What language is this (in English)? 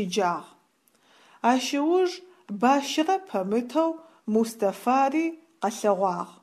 Adyghe